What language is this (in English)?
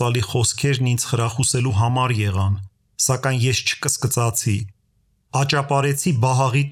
Armenian